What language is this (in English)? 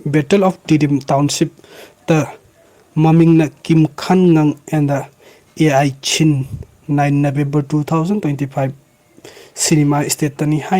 Manipuri